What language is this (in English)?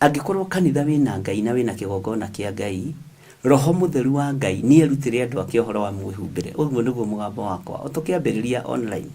Kikuyu